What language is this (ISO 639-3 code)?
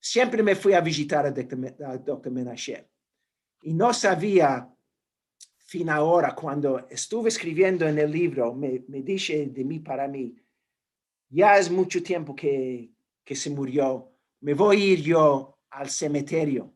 lad